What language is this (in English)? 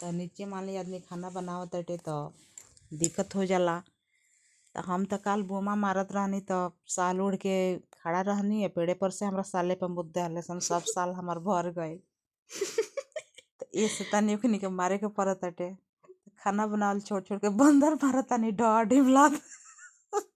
Bhojpuri